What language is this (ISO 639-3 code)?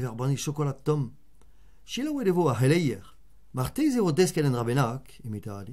bre